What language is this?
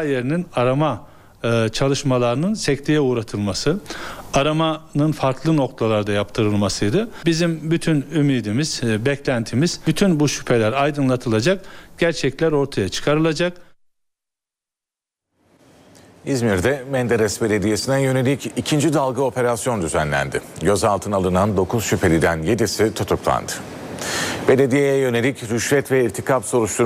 Turkish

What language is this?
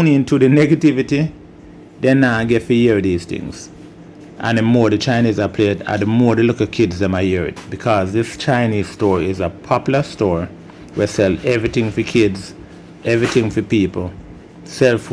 Jamaican Creole English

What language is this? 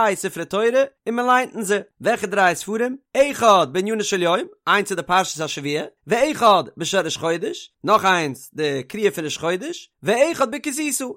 Yiddish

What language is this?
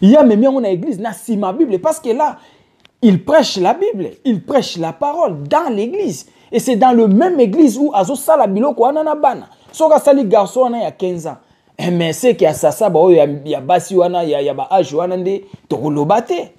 Lingala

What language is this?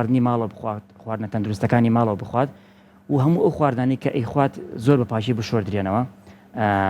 Central Kurdish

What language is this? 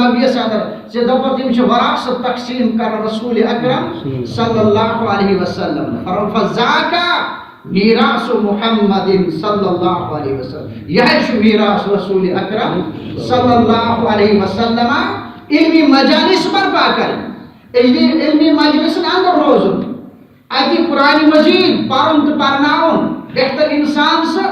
Kashmiri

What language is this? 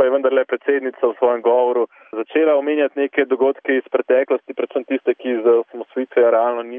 Slovenian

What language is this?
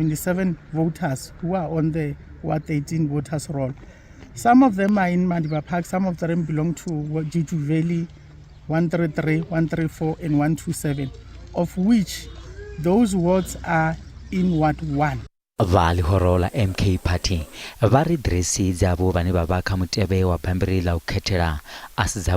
Venda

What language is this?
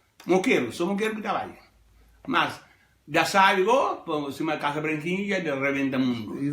Kabuverdianu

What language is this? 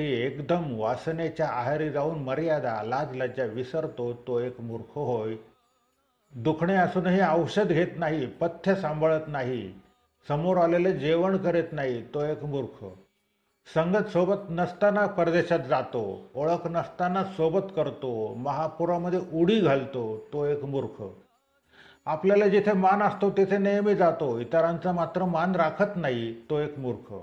Marathi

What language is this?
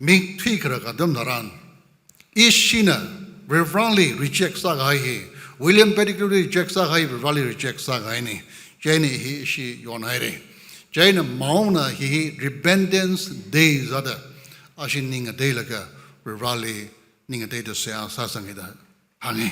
Tangkhul Naga (India)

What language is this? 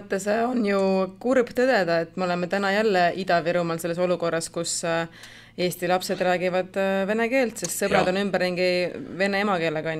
Estonian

